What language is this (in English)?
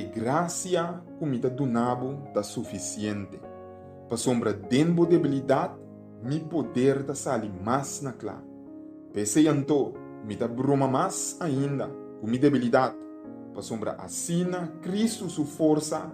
Papiamento